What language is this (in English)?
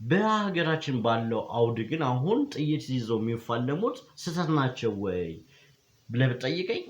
Amharic